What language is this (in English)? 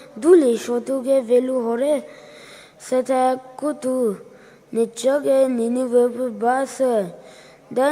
Poumei Naga